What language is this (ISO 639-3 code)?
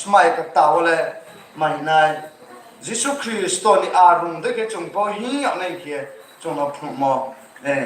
ria